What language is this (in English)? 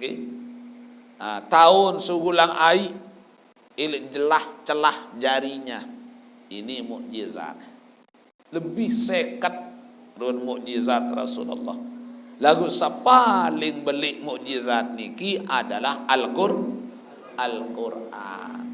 Sasak